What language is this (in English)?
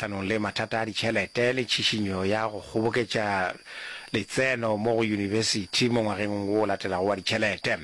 Northern Sotho